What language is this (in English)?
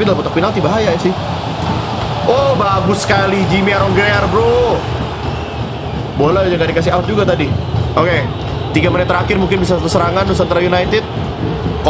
Indonesian